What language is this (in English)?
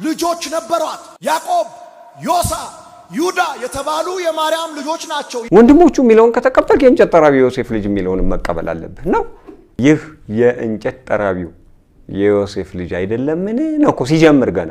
Amharic